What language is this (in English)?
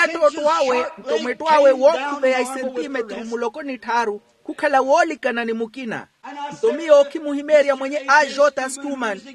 Makhuwa